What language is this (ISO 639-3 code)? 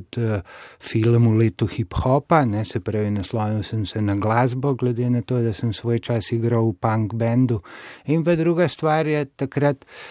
slv